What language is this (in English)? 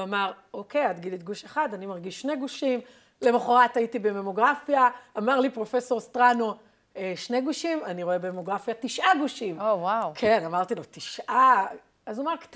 Hebrew